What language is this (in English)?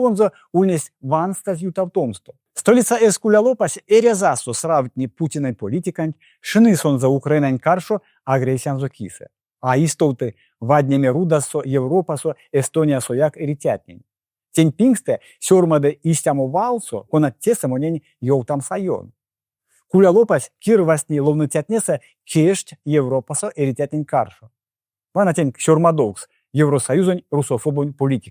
Erzya